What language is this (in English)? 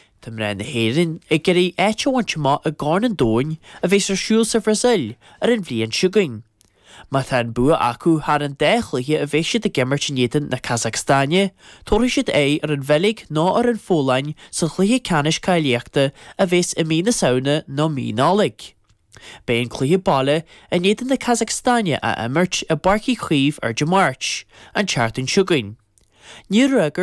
Irish